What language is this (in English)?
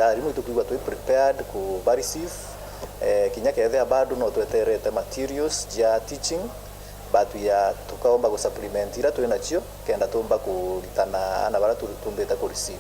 Meru